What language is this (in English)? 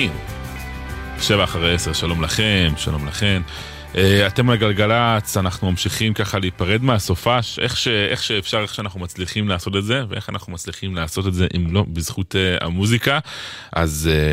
Hebrew